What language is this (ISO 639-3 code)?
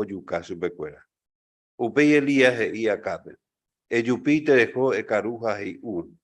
grn